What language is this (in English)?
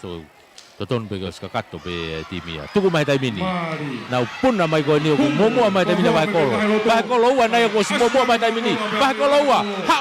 Tongan